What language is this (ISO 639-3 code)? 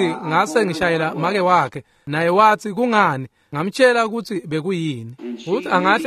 ssw